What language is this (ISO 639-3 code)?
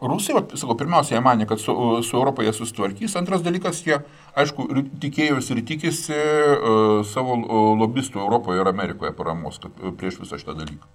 lit